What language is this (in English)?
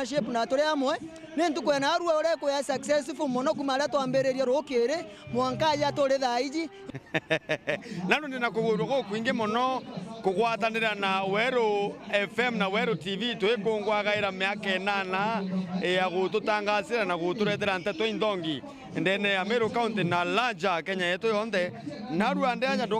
Meru